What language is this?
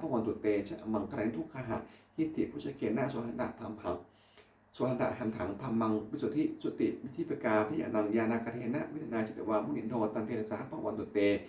Pali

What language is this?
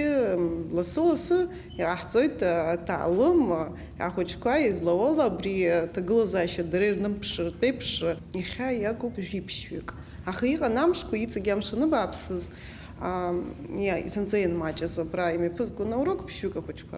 Abkhazian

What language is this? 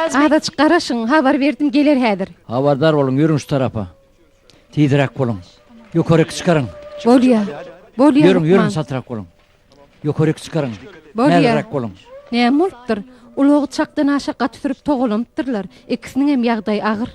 Turkmen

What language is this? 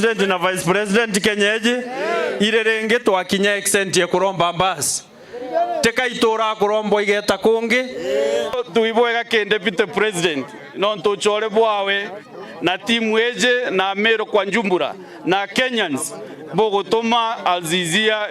Meru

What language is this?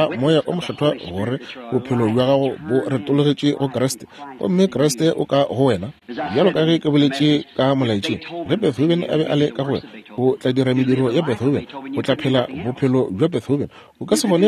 Northern Sotho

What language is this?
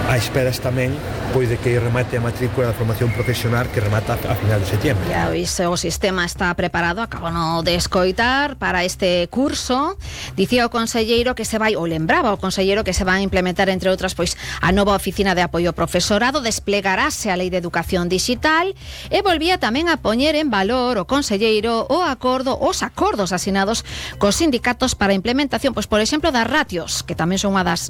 Galician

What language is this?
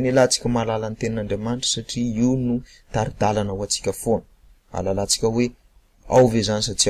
Malagasy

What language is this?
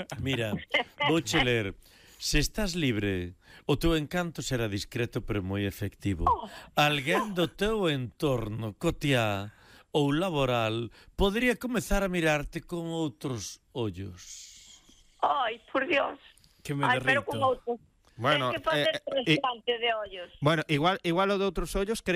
Galician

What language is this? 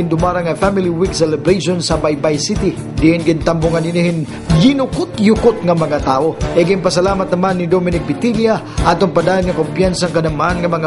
Waray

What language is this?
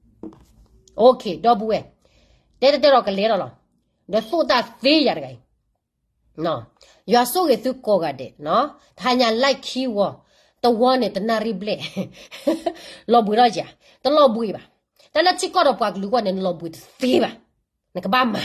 S'gaw Karen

